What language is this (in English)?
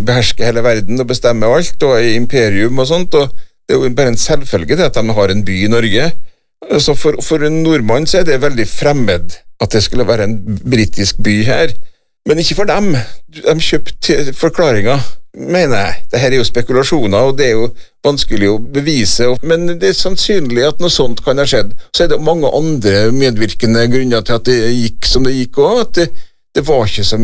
Norwegian